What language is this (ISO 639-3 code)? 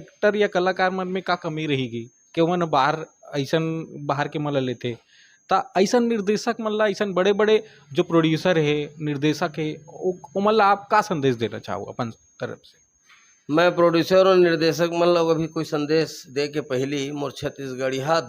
hne